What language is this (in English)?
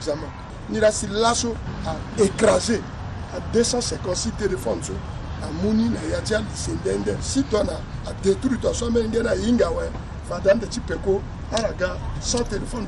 Sango